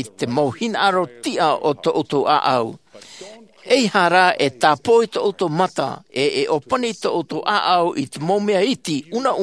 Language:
Tahitian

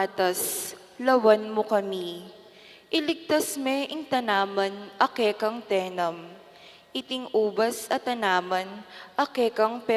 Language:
Pampanga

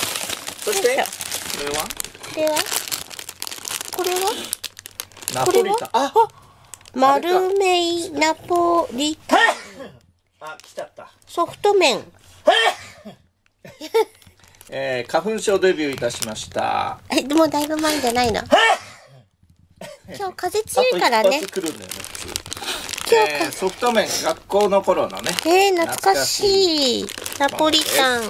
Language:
Japanese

